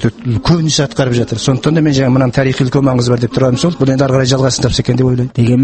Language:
Kazakh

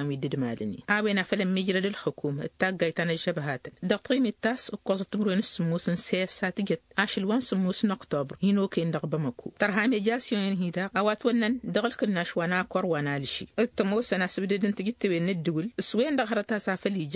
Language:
Tamasheq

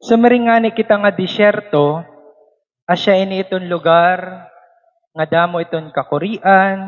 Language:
Waray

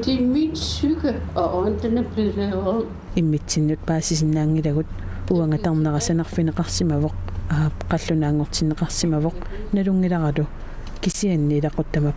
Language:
Kalaallisut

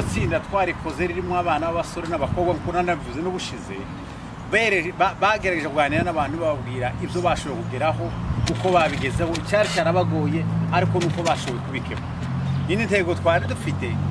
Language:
Kinyarwanda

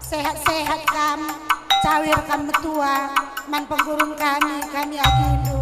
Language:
Batak Karo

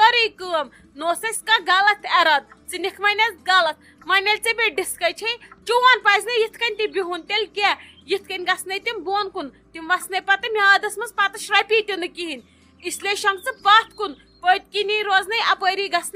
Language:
Kashmiri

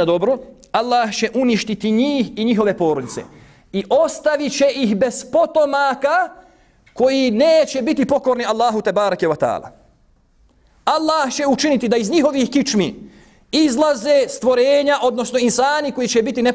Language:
Bosnian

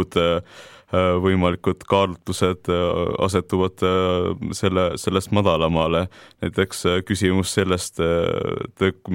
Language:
Estonian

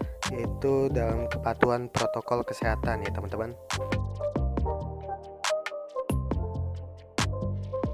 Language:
Indonesian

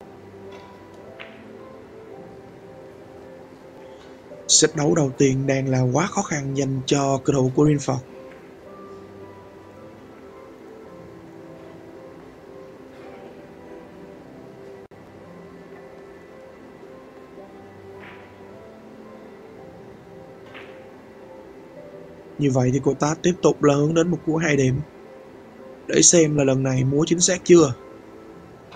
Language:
Vietnamese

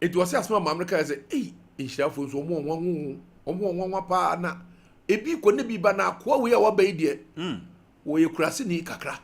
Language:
Akan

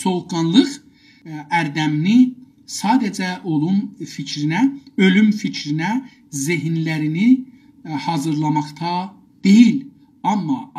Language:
South Azerbaijani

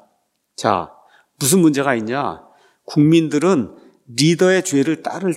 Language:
Korean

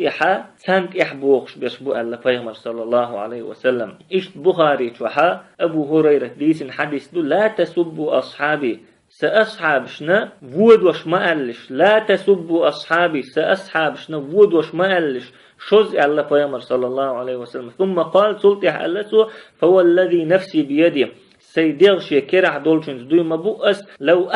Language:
Chechen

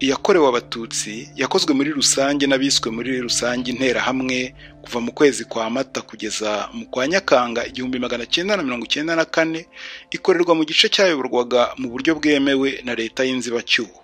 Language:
Kinyarwanda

